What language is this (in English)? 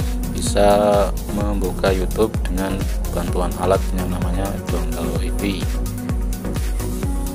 Indonesian